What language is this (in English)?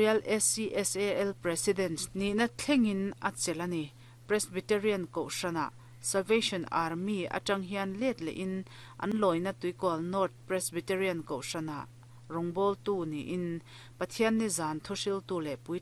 Mizo